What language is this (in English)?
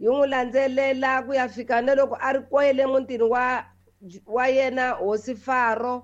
Tsonga